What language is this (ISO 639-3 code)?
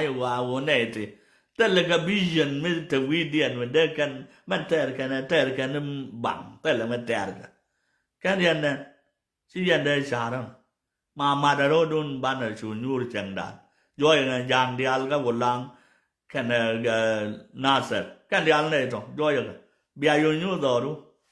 nus